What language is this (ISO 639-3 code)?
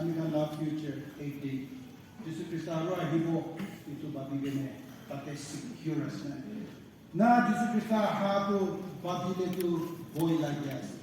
nag